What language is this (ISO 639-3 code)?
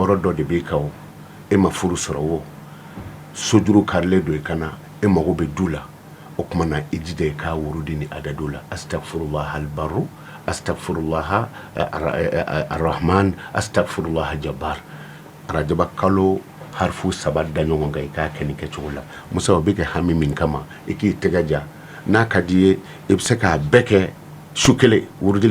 bam